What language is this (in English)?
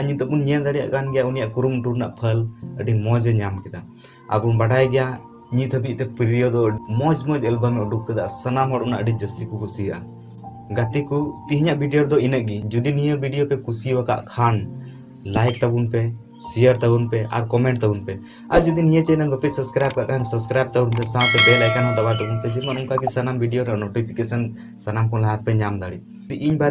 Santali